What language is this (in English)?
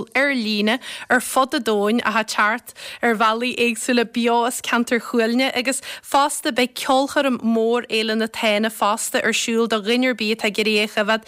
Irish